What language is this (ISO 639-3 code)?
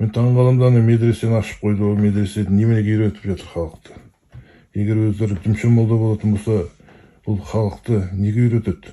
kaz